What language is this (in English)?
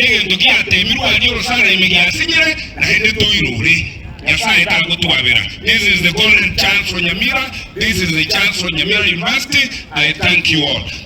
Gusii